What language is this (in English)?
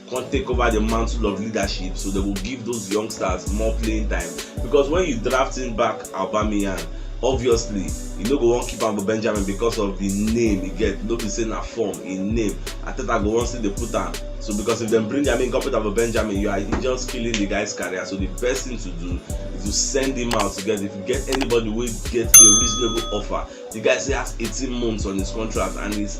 Nigerian Pidgin